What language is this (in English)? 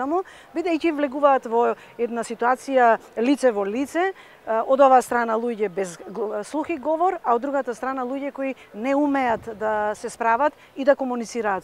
Macedonian